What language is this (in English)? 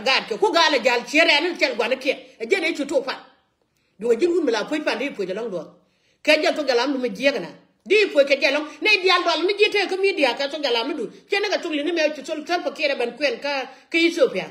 Nuer